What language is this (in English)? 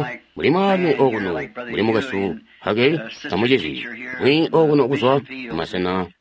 Tonga (Zambia)